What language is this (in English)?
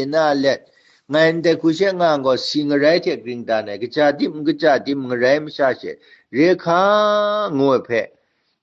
Kachin